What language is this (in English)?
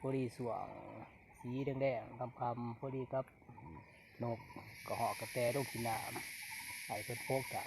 Lao